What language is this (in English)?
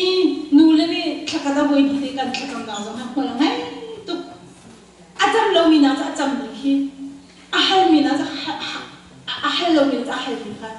Hakha Chin